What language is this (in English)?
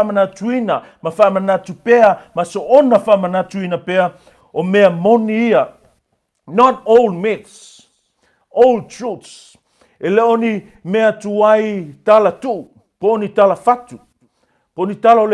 Samoan